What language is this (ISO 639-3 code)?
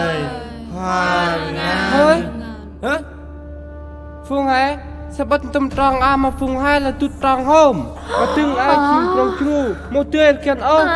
cmo